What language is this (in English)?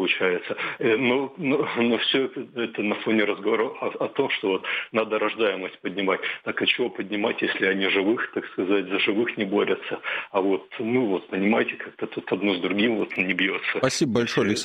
Russian